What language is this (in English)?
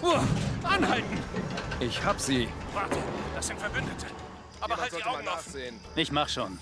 Swiss German